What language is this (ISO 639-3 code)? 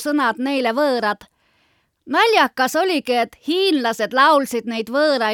est